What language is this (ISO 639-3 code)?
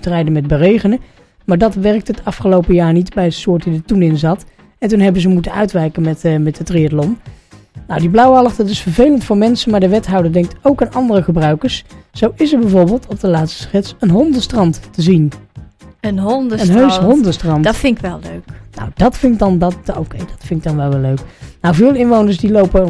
nld